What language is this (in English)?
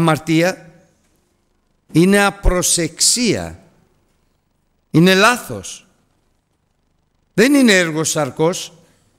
Greek